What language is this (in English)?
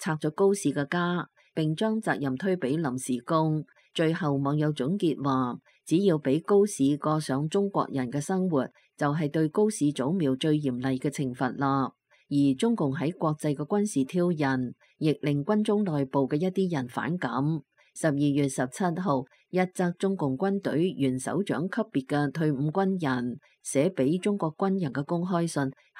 Cantonese